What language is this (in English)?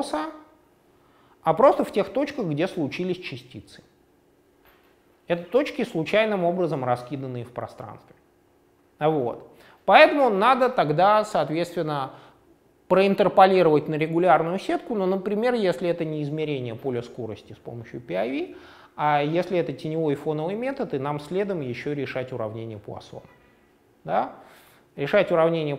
Russian